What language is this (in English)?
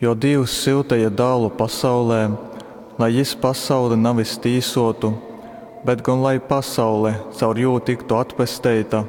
Latgalian